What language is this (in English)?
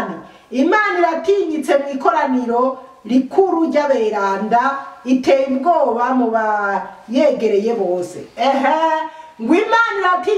Rundi